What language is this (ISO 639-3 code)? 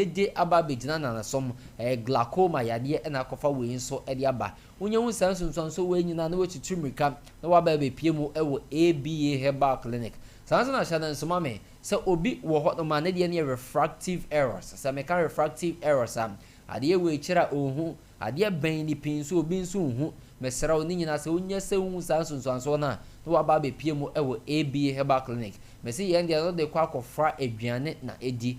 aka